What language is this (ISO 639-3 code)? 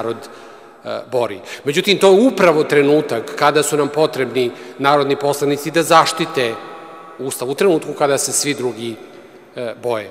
srp